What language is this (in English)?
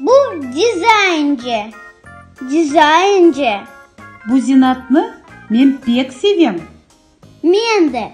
Crimean Tatar